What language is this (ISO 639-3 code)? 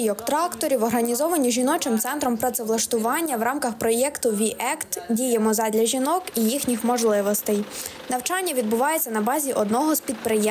ukr